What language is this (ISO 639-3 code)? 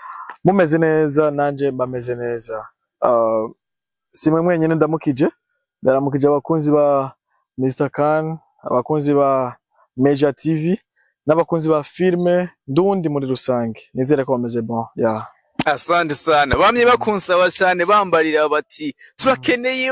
run